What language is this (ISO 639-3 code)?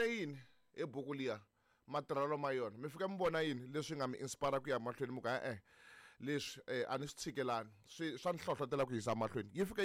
tso